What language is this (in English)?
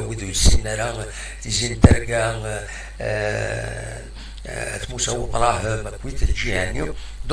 Kabyle